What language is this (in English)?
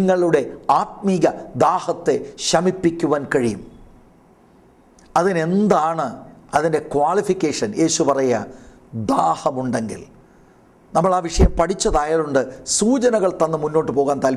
Malayalam